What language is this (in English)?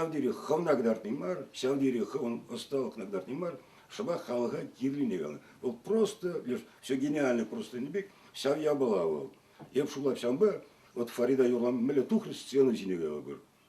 Chuvash